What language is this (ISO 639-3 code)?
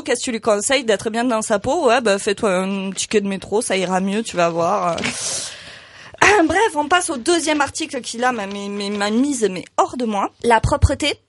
fra